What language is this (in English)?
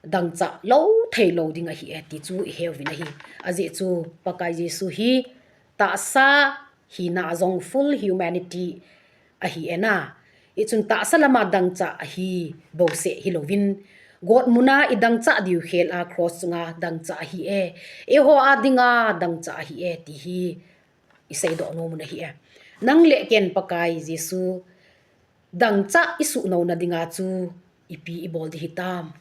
Thado Chin